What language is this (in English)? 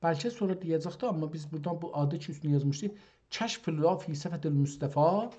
South Azerbaijani